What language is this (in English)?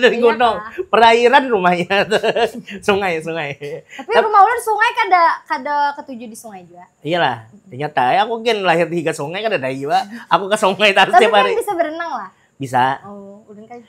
Banjar